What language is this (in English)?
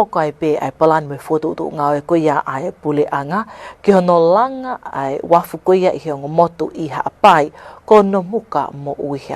Tongan